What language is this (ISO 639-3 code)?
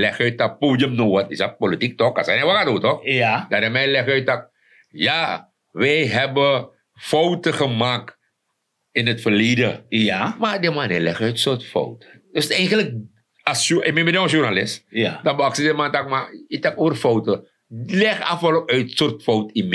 srn